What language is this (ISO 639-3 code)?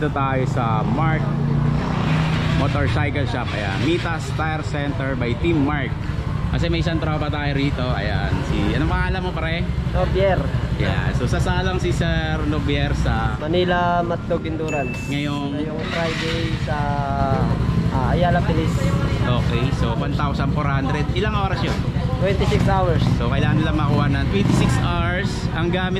fil